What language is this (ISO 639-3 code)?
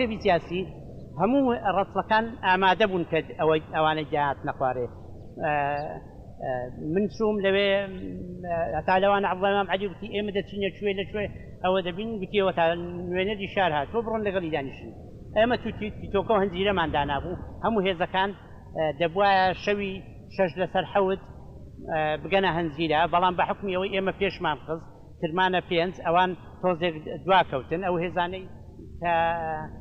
ckb